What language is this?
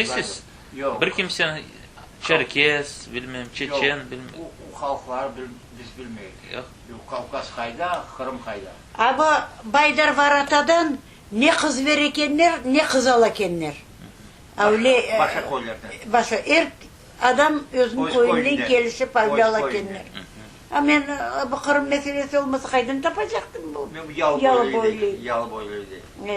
Crimean Tatar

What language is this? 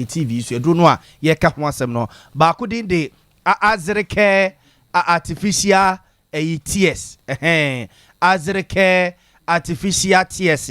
Akan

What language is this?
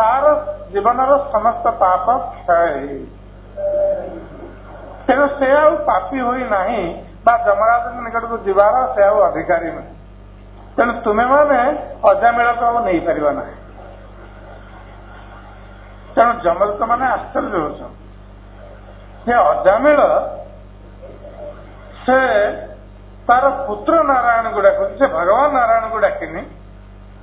Odia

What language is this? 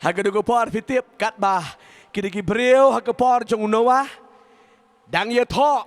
Khasi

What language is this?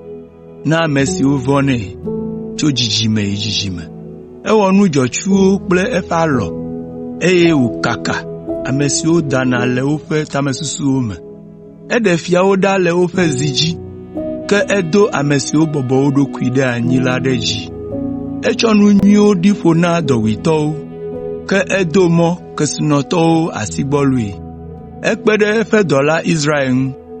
Ewe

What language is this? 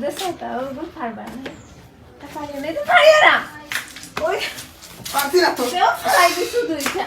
Sylheti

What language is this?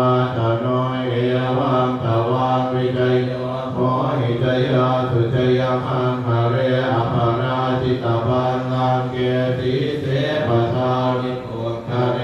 Pali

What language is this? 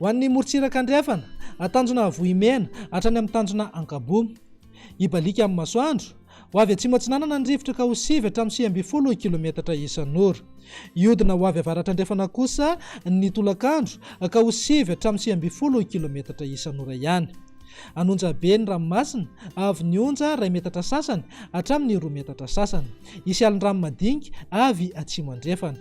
Malagasy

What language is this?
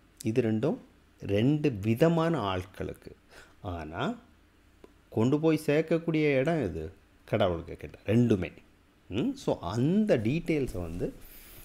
Tamil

